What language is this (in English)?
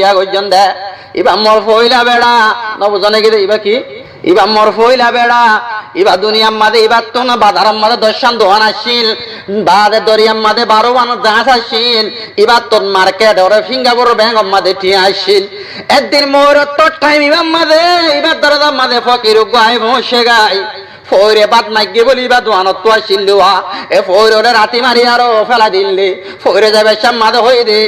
Rohingya